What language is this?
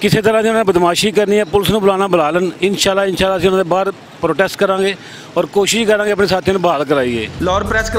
Western Panjabi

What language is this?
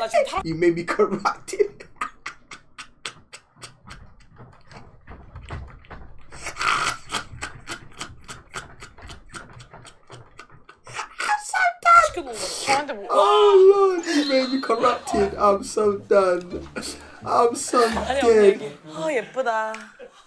Korean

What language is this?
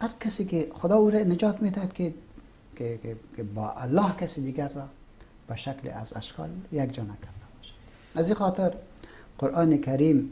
Persian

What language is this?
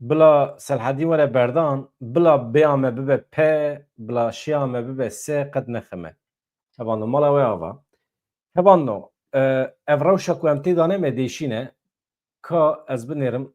Kurdish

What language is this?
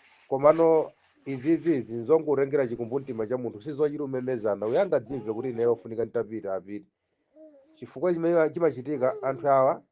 Nyanja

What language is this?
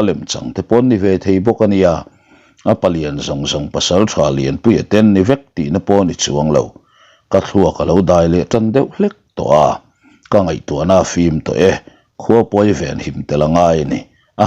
Mizo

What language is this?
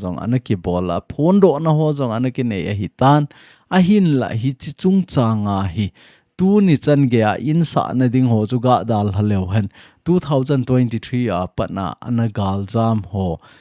Thado Chin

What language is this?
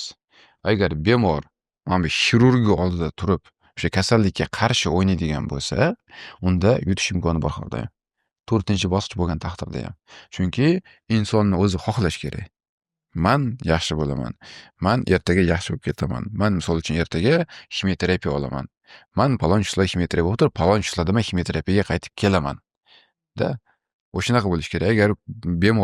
Uzbek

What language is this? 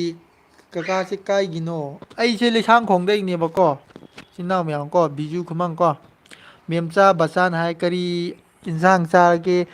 Manipuri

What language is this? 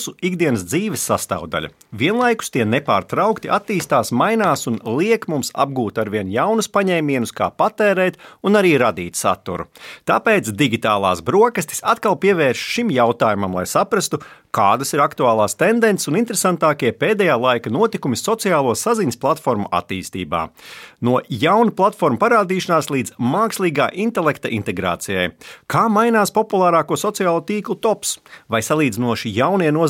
Latvian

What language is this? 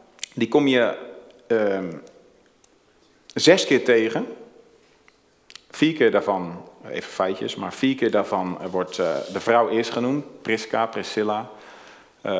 Dutch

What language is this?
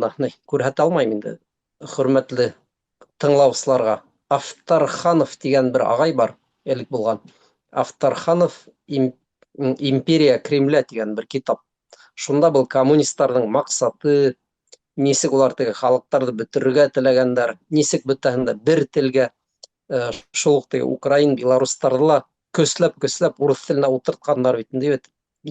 Bashkir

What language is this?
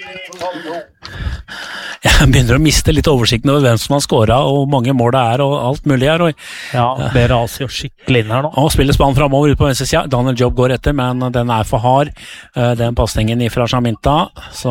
Norwegian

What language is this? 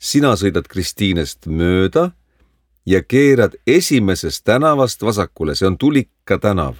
Estonian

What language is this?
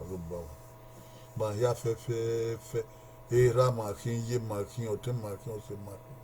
Bini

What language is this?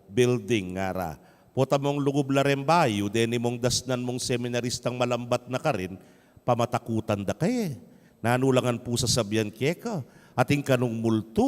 Pampanga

